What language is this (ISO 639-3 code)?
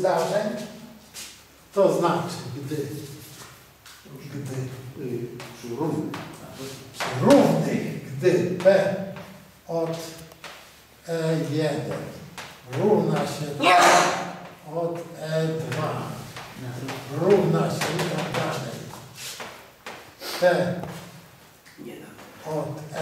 pol